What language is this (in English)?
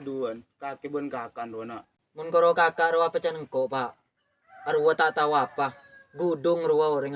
Madurese